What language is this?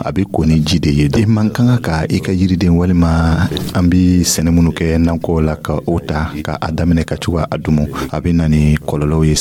Dyula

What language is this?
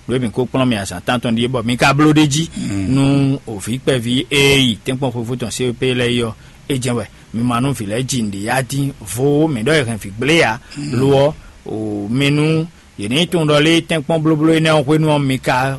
Fon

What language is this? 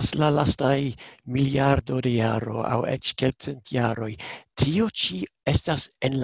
Esperanto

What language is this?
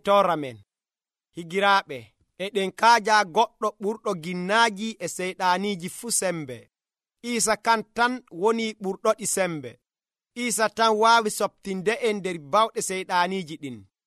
Nigerian Fulfulde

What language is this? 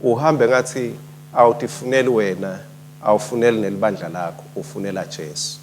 Swati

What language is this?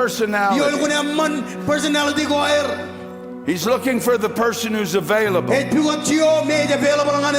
Marshallese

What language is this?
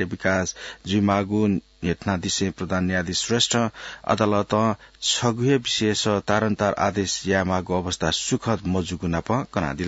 Newari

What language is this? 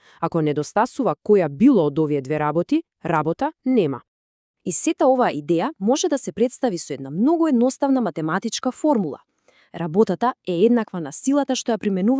Macedonian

